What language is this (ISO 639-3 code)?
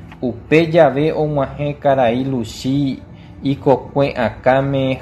grn